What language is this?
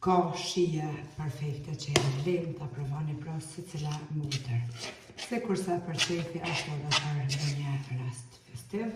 Albanian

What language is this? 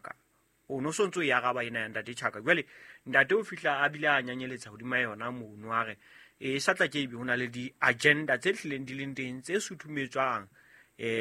Southern Sotho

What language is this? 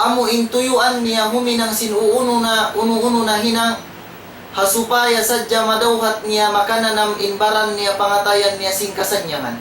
Tausug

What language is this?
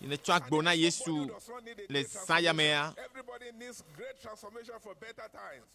Ewe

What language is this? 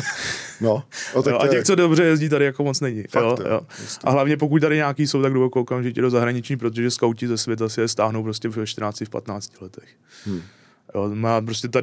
Czech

